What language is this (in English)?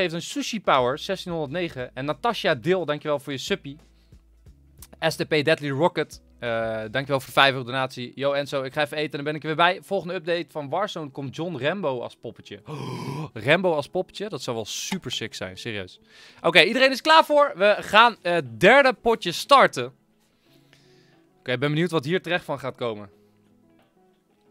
Dutch